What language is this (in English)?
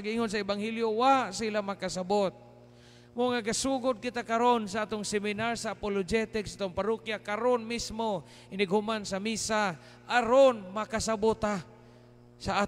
Cebuano